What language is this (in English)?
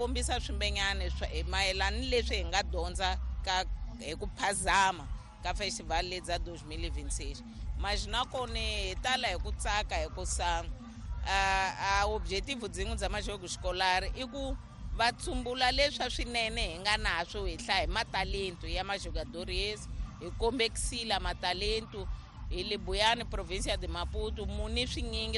Tsonga